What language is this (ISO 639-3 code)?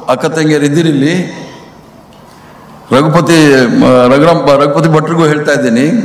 kan